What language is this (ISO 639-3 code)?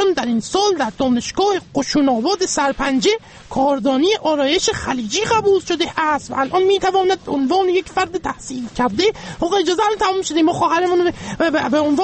fas